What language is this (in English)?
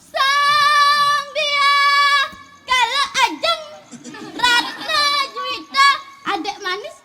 Balinese